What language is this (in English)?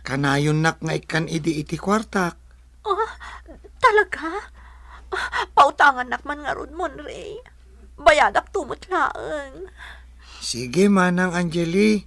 Iloko